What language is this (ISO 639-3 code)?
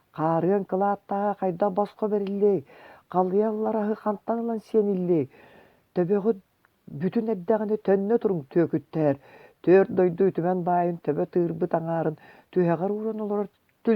sah